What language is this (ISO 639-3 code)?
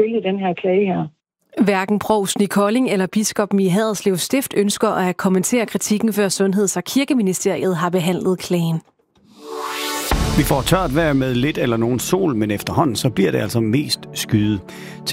dan